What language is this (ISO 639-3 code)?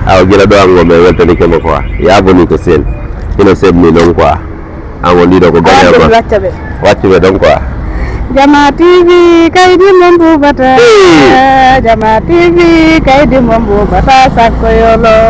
ful